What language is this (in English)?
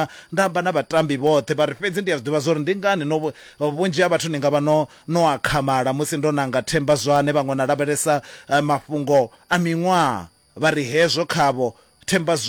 Venda